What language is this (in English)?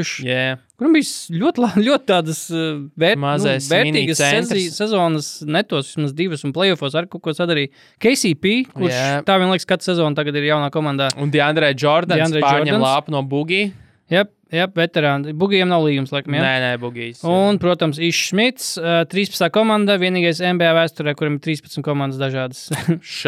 Latvian